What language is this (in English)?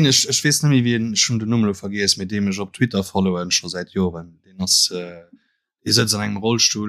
Luxembourgish